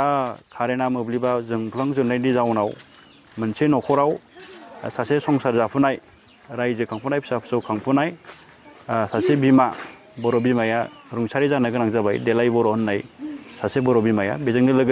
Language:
Bodo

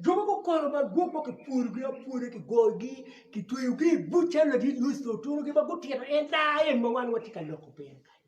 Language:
Acoli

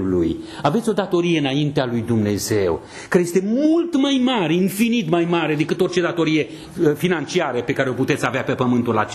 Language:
Romanian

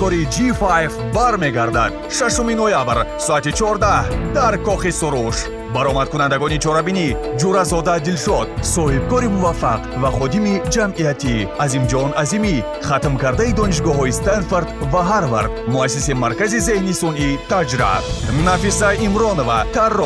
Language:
Tajik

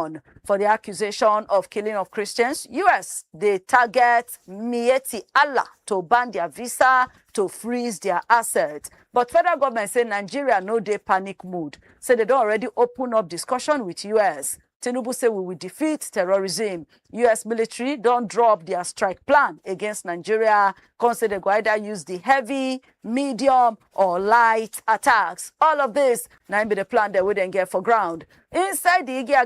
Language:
Nigerian Pidgin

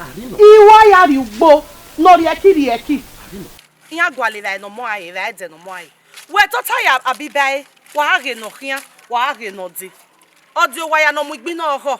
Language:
Bini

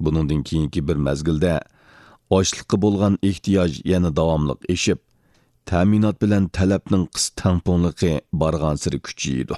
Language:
Uyghur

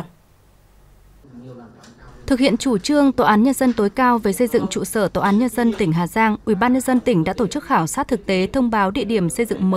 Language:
Vietnamese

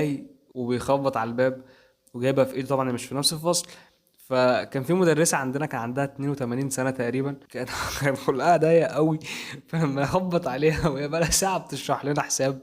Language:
Egyptian Arabic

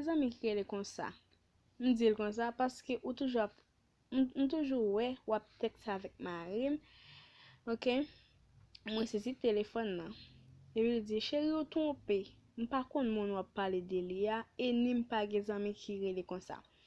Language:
Haitian Creole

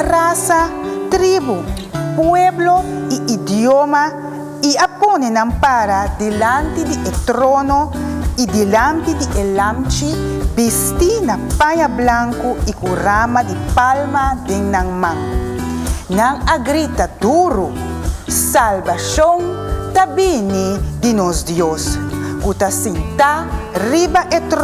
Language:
Papiamento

